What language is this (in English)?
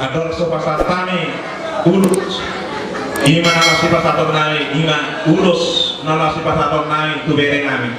Batak Toba